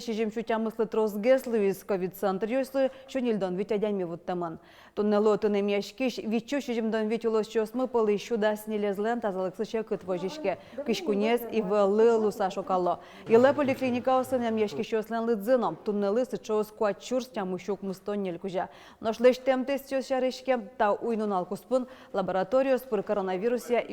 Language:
Udmurt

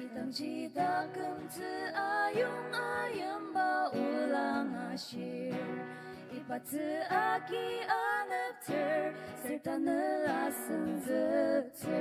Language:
Ao Naga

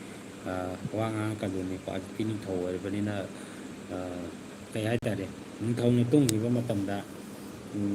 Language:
Manipuri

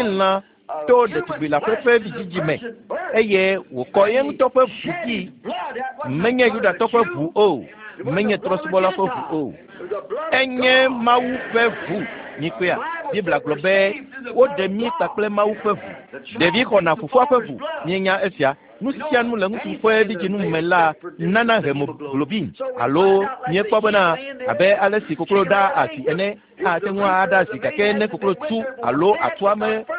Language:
Ewe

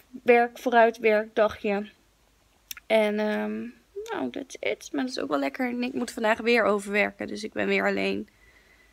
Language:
Dutch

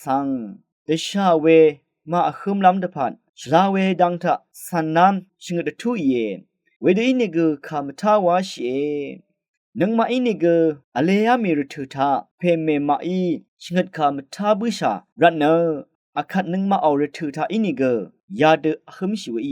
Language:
Rawang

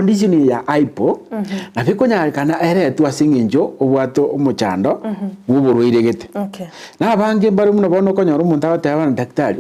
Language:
Gusii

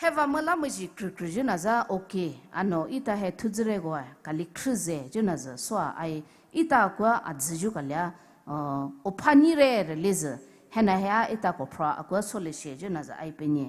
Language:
Poumei Naga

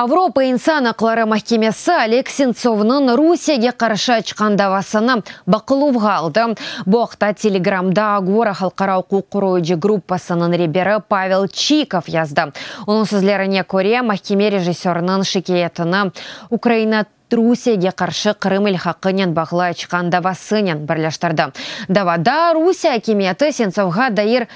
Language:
Crimean Tatar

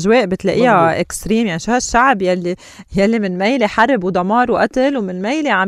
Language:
North Levantine Arabic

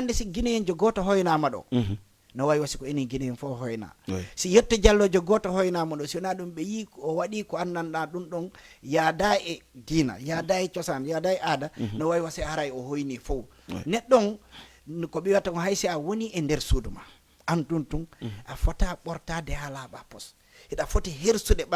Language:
Fula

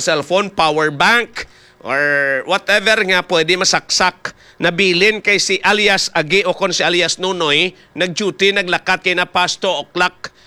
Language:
Hiligaynon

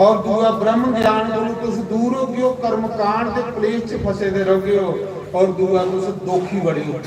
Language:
Dogri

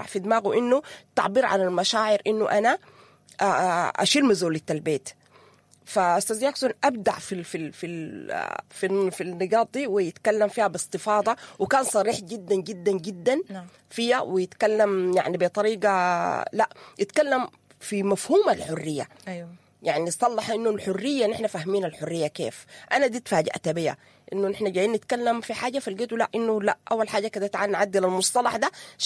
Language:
Sudanese Arabic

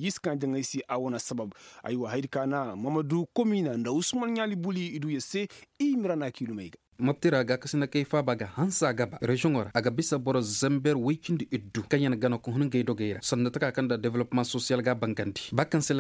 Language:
Koyraboro Senni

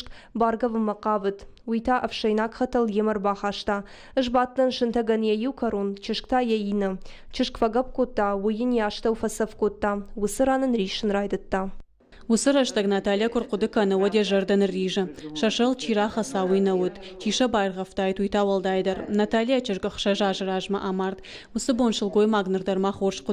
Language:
Ossetic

